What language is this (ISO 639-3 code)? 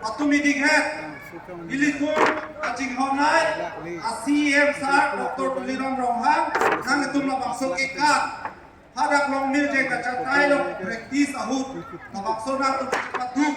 mjw